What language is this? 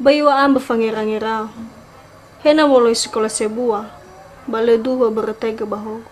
Nias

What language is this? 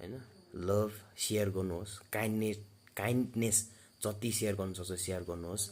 Nepali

